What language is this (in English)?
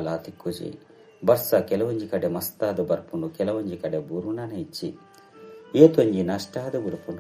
Tulu